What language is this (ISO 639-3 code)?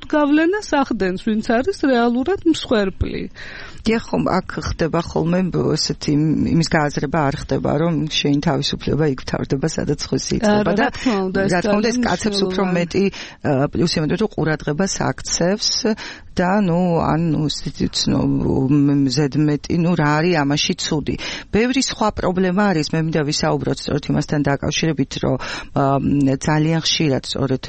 kat